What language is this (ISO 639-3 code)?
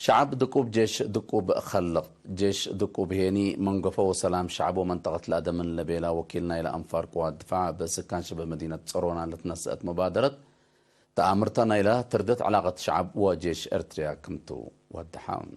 tig